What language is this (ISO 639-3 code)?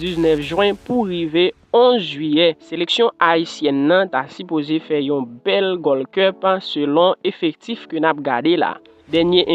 hat